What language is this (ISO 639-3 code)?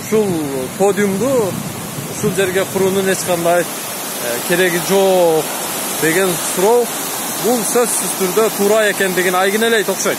kir